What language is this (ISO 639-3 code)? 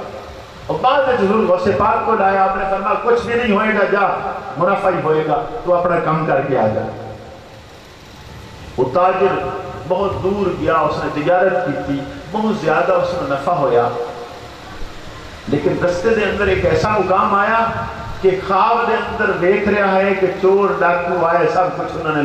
urd